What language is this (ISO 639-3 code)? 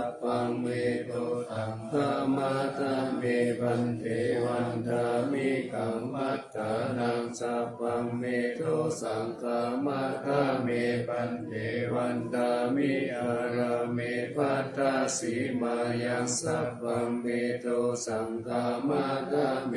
pli